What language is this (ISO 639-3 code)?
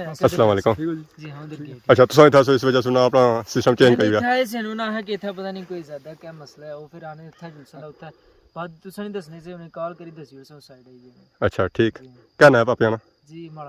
phr